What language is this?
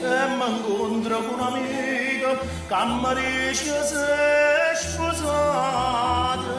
Neapolitan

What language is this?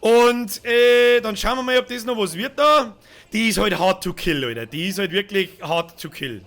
Bavarian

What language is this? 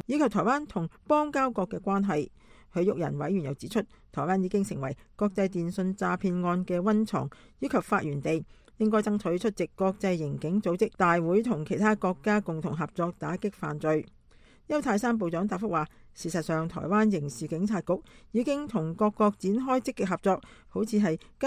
Cantonese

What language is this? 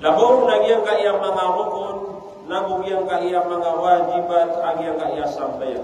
Maranao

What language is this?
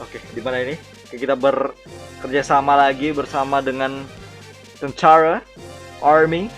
Banjar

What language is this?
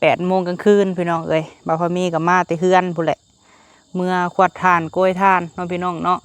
Lao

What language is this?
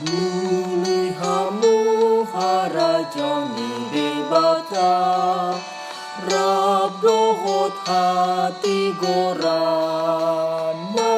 Batak Toba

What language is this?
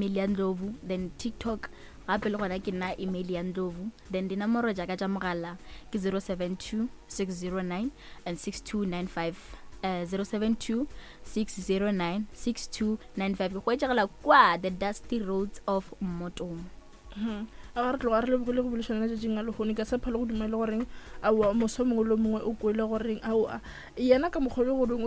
Northern Sotho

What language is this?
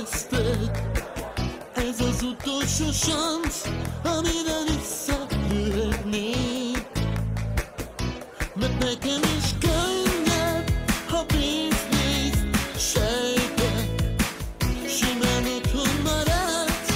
Hungarian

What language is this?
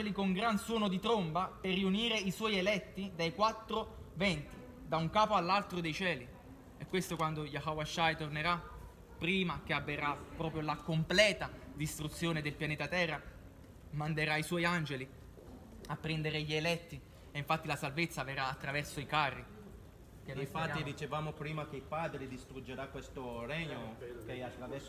Italian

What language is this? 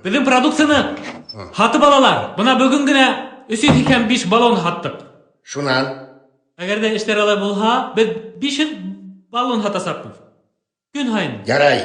Bashkir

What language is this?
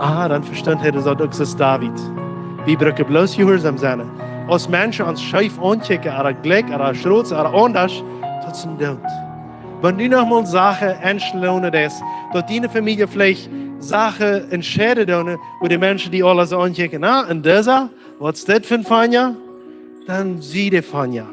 Plautdietsch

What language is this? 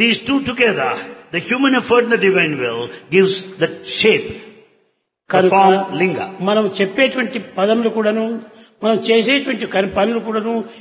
Telugu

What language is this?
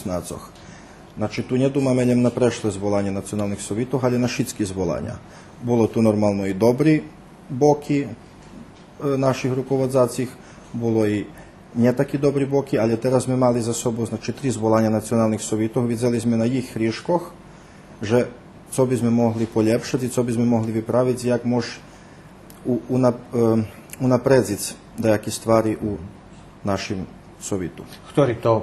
Rusyn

